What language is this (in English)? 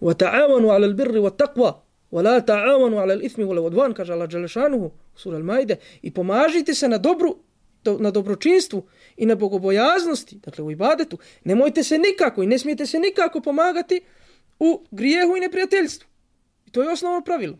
Bosnian